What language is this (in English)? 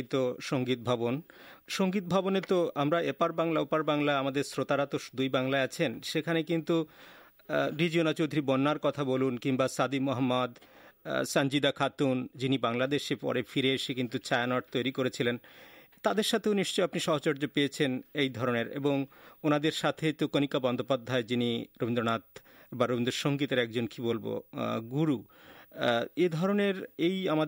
Bangla